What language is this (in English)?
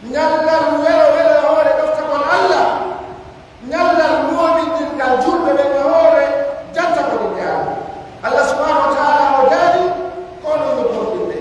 Pular